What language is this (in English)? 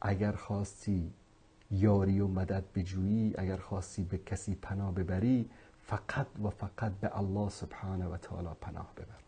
Persian